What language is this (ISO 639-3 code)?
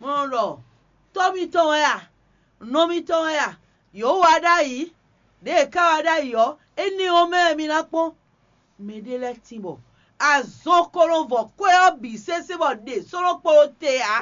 fon